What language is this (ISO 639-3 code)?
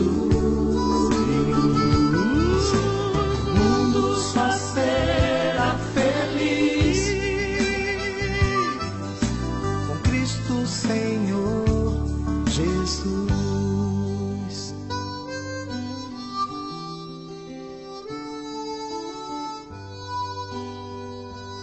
por